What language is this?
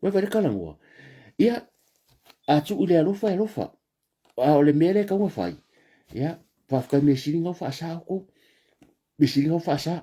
Samoan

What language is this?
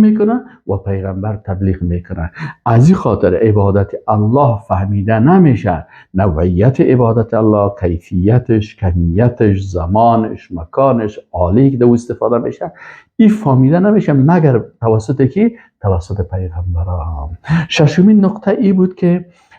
Persian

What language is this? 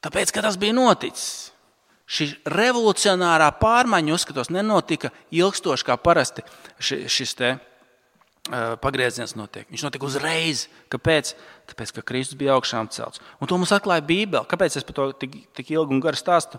Latvian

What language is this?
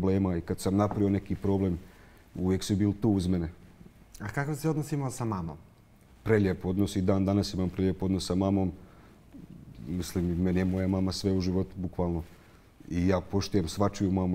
Bosnian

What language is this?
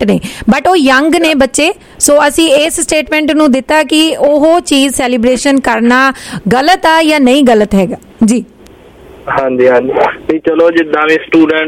Punjabi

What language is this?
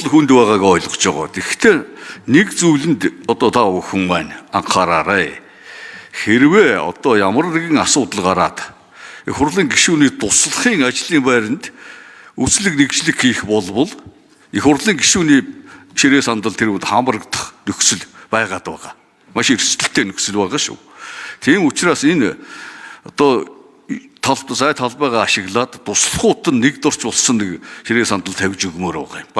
Mongolian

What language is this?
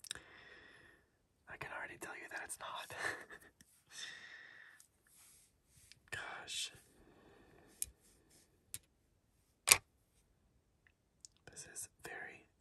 English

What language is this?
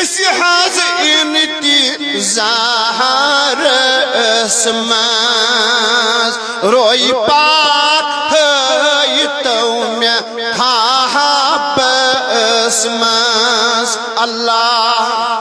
Kashmiri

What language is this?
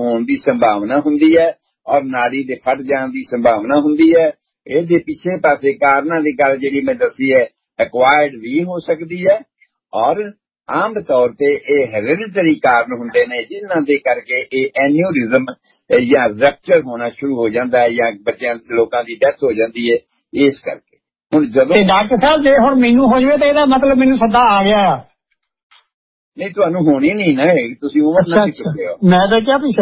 Punjabi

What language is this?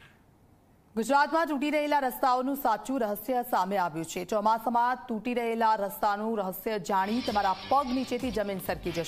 Gujarati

